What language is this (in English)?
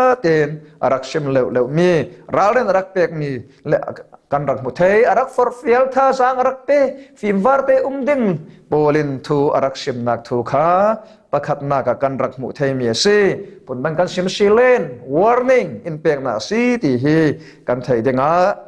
Falam Chin